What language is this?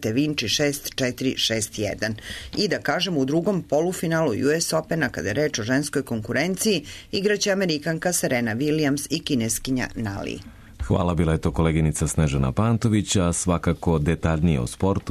Serbian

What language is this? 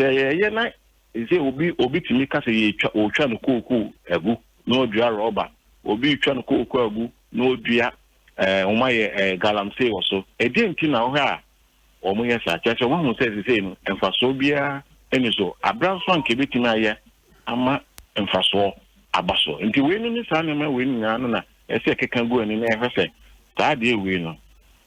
Akan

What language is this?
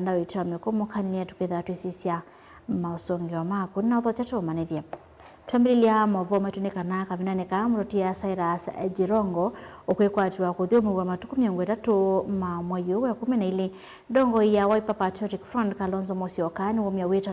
Kamba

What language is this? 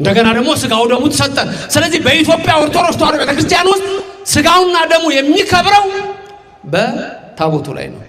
Amharic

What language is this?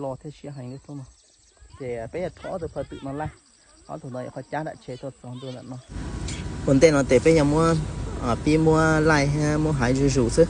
Hmong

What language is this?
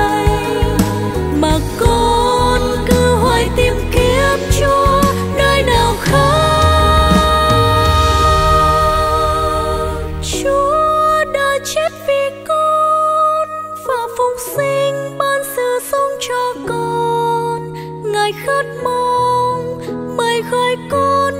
Vietnamese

